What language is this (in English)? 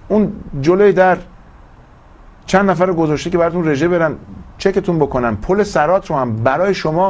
Persian